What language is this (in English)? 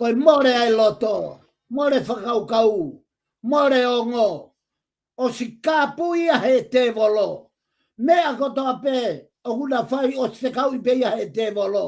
Tongan